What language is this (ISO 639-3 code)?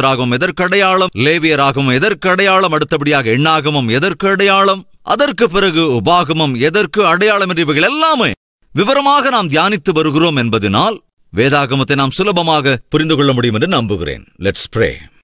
tam